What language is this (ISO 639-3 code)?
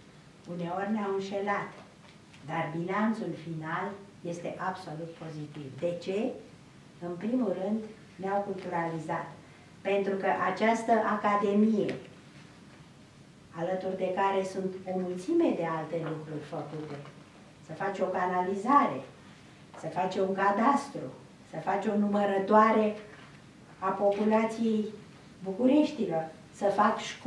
ron